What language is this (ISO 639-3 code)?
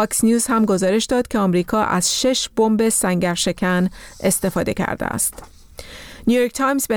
fas